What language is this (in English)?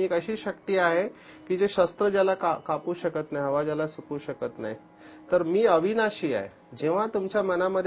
Marathi